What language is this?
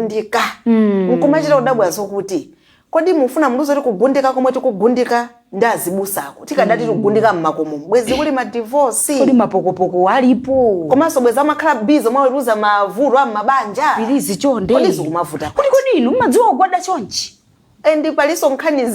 Nyanja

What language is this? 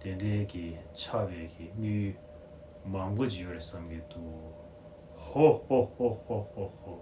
Tibetan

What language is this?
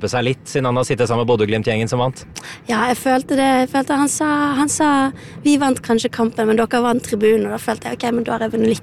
Norwegian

